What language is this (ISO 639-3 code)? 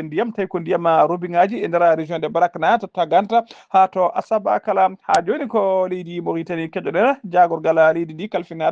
ful